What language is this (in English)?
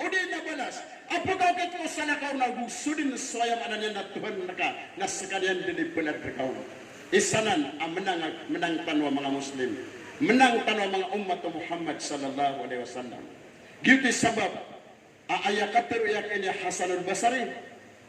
Maranao